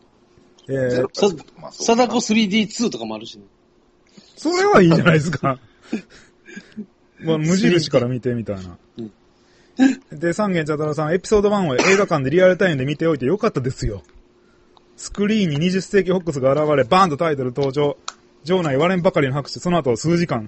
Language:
Japanese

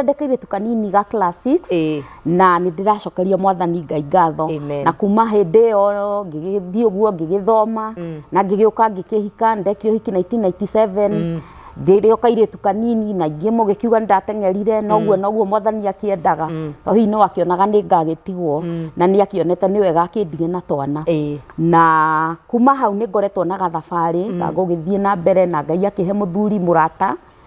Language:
Kikuyu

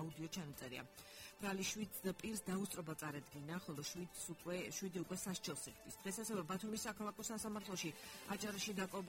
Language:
Georgian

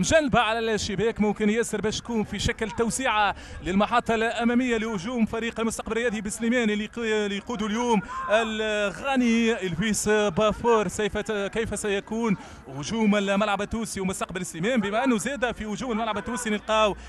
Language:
Tunisian Arabic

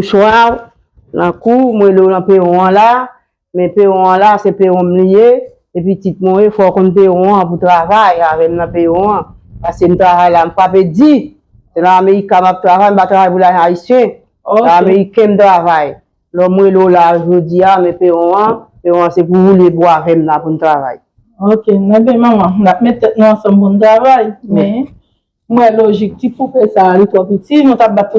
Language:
Haitian Creole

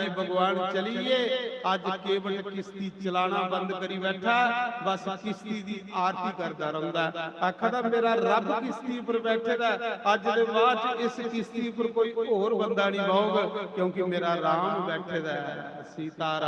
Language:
Dogri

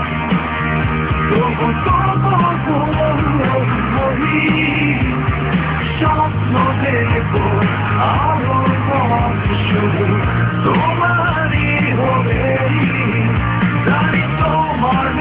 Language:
Bangla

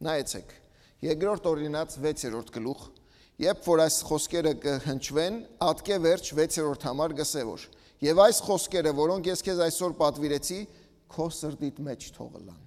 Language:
Armenian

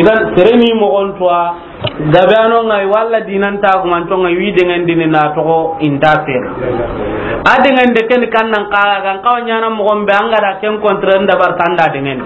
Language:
Soninke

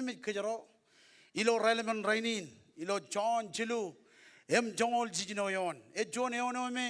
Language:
Marshallese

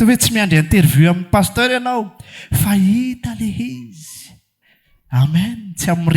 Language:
Malagasy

